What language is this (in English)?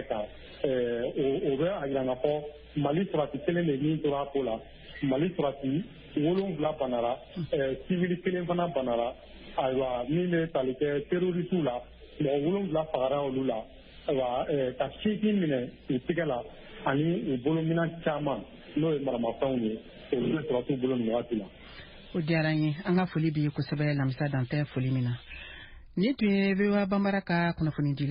Bambara